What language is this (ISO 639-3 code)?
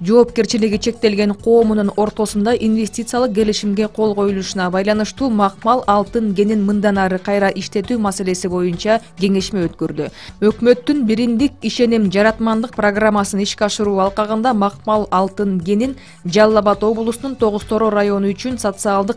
kir